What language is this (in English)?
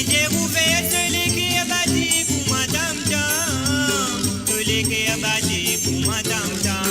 Morisyen